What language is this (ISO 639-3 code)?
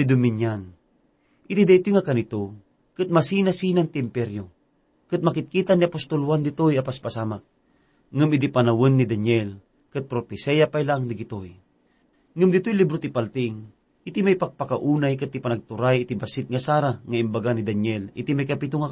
ilo